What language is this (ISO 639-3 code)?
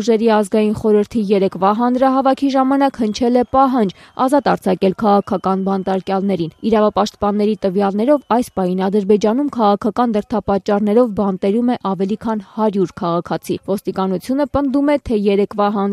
hye